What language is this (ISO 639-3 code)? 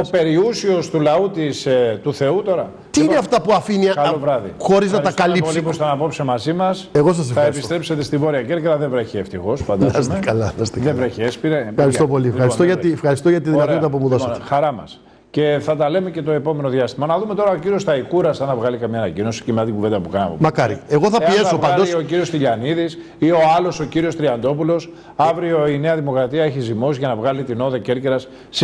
ell